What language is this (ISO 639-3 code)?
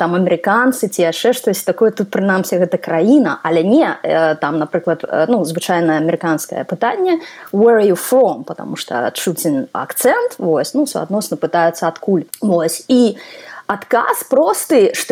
bel